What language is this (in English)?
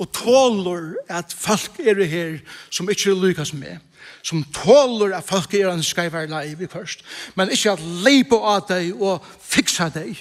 Faroese